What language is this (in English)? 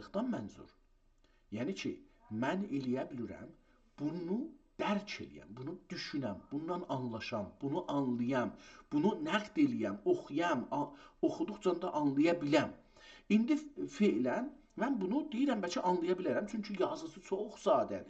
South Azerbaijani